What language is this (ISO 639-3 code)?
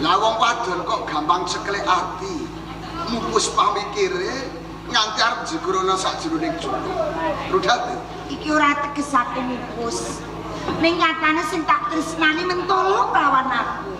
jav